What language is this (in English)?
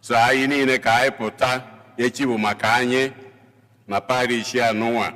Igbo